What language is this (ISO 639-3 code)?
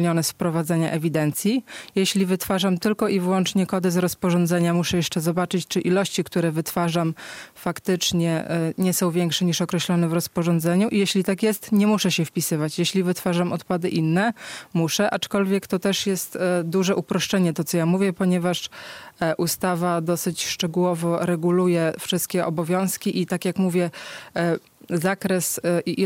pol